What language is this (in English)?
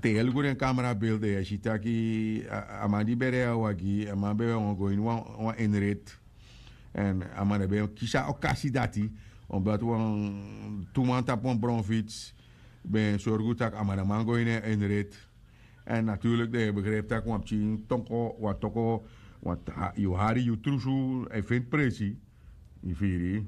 Sranan Tongo